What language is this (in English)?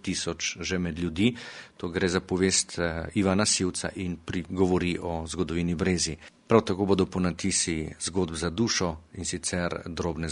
Slovenian